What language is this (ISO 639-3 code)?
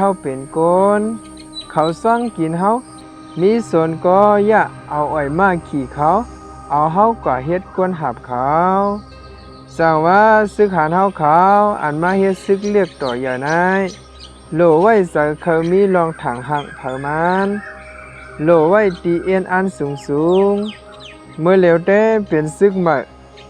shn